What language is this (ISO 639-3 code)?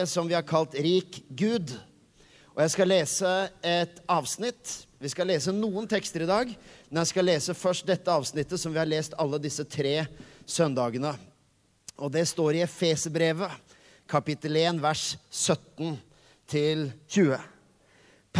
nor